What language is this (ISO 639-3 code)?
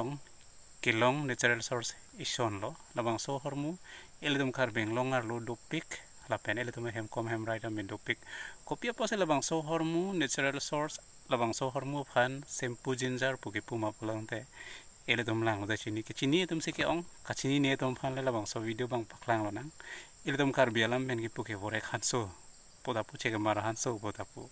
mjw